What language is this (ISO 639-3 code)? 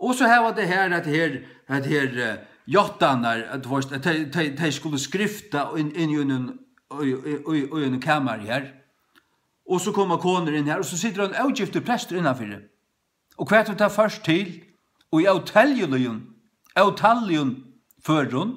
fao